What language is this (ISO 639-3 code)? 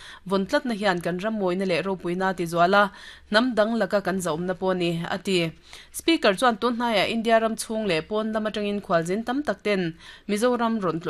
lus